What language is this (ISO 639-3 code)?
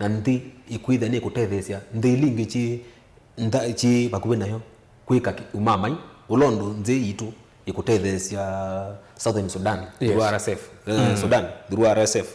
kam